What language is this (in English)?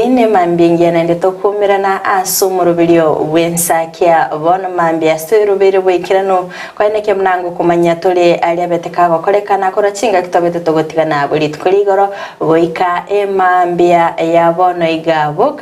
Gusii